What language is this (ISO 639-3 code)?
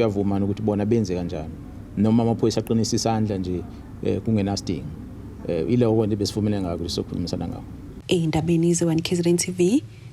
zul